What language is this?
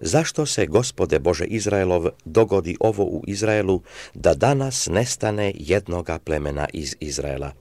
Serbian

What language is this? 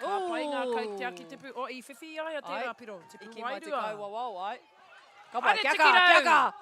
Māori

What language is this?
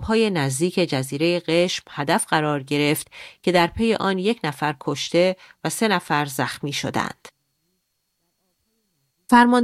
Persian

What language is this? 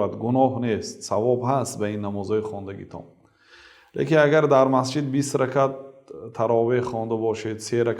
Tajik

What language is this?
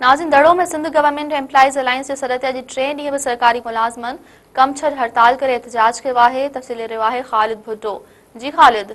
Sindhi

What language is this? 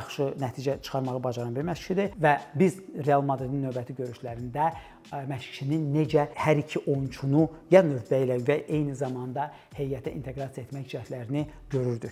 Azerbaijani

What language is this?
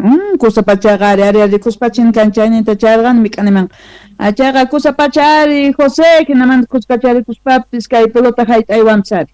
Quechua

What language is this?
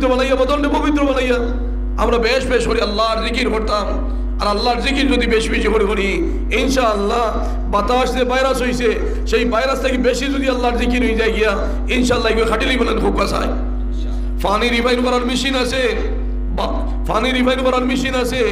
Sylheti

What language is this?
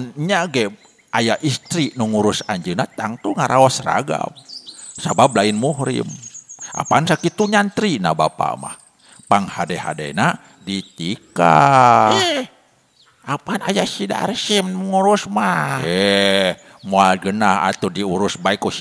Sundanese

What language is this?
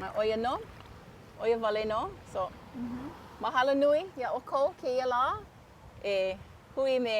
Hawaiian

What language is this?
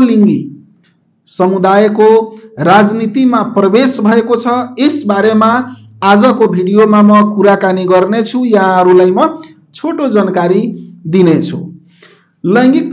Nepali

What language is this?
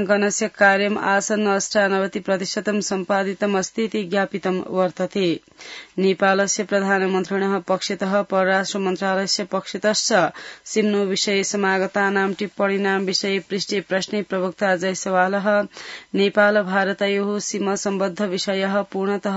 Sanskrit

